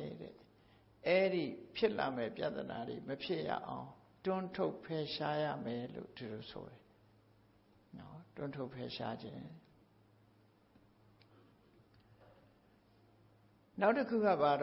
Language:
Burmese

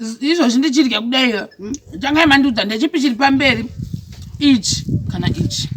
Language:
Shona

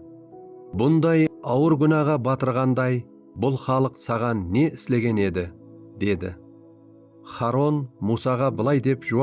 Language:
Kara-Kalpak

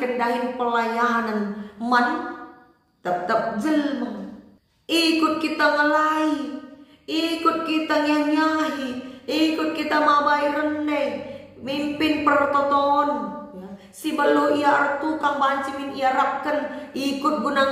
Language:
Batak Karo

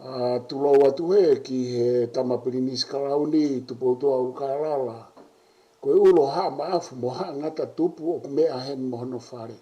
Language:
Tongan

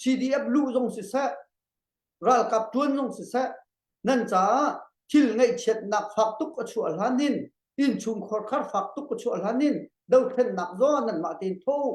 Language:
Hakha Chin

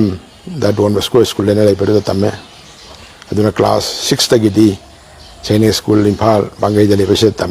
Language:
Manipuri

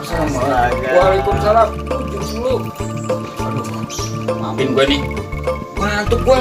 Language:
Betawi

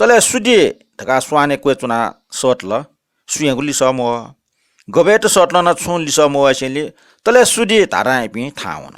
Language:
Newari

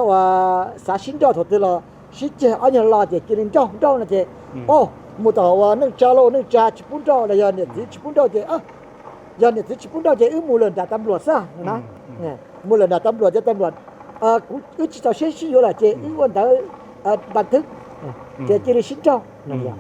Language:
Hmong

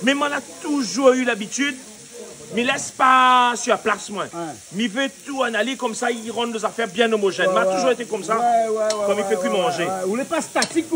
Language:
Réunion Creole French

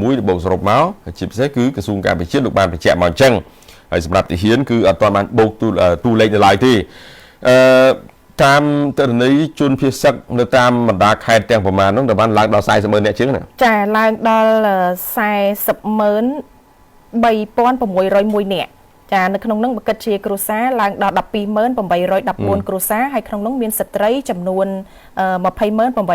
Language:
Khmer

